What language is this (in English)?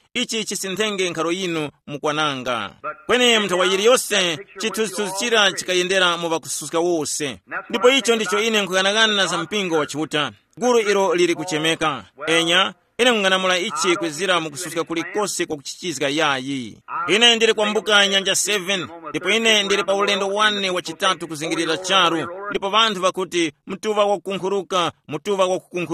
Tumbuka